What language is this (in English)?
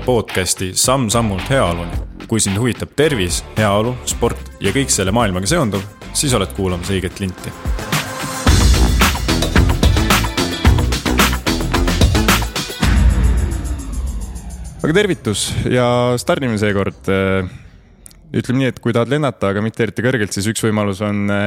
Estonian